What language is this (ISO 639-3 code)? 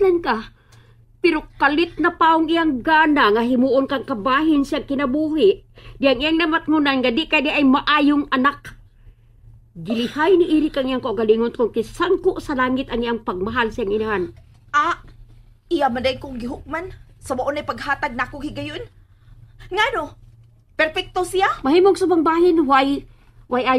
ceb